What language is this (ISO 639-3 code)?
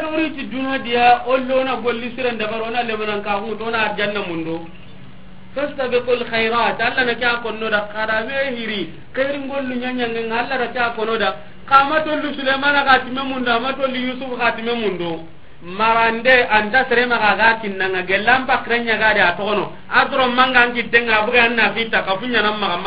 snk